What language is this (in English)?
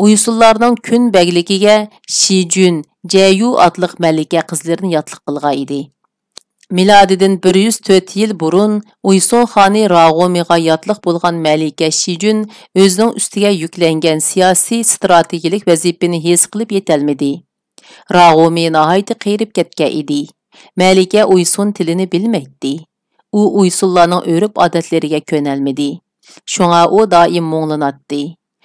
Uyghur